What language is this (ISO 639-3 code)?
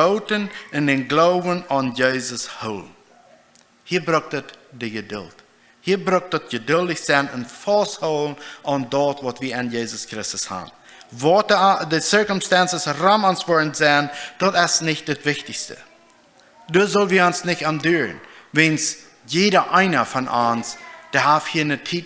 pdt